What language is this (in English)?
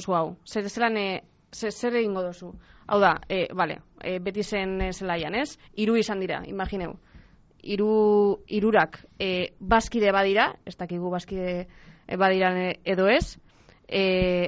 Basque